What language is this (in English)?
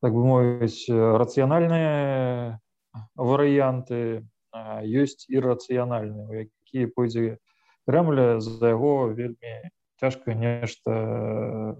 Belarusian